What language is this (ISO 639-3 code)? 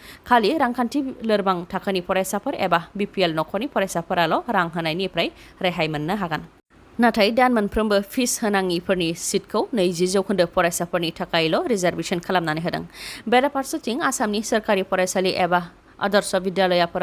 brx